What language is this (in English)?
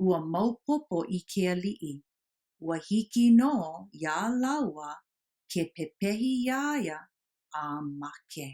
Hawaiian